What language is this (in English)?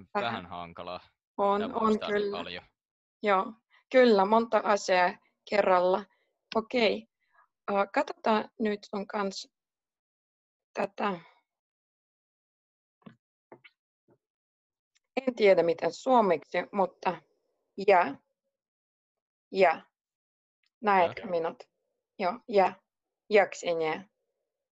Finnish